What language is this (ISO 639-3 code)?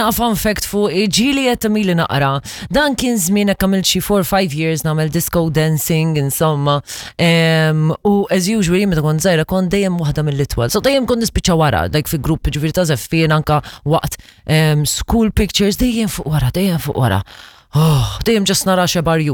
mlt